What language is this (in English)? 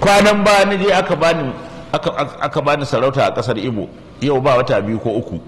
Hausa